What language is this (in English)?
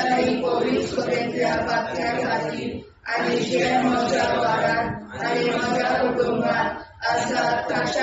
Konkani